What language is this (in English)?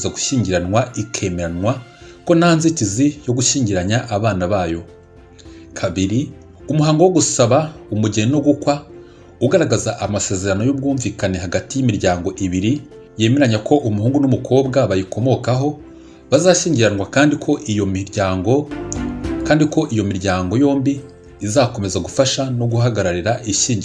Kinyarwanda